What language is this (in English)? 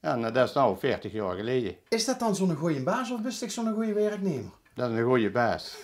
Limburgish